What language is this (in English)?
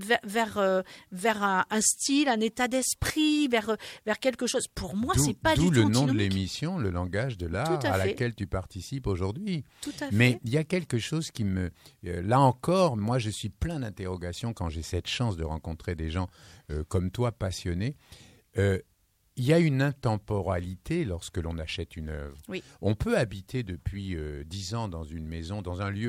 French